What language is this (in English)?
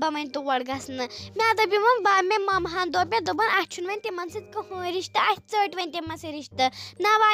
Kashmiri